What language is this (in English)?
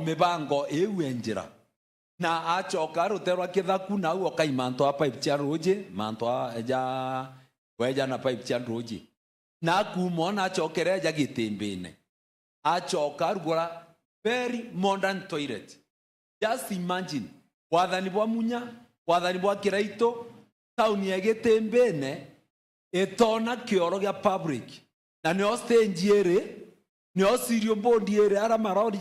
Meru